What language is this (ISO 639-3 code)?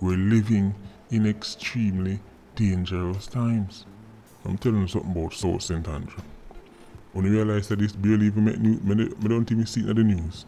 jam